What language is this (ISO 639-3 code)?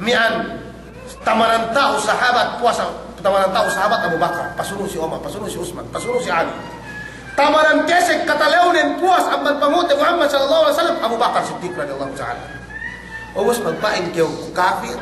yka